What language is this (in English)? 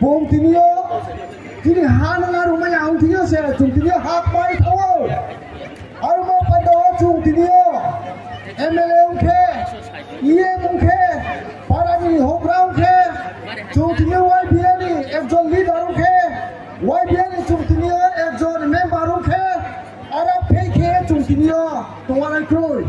Riang (India)